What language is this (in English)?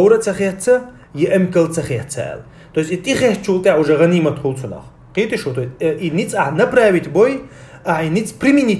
Chechen